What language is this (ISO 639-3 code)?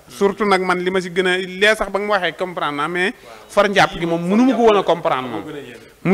wol